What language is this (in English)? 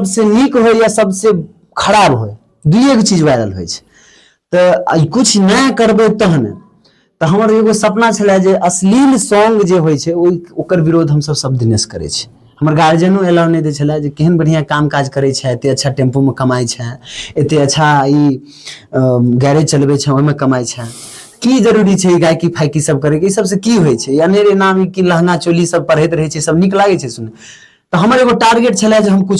Maithili